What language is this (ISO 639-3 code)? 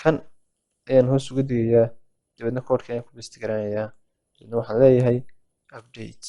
som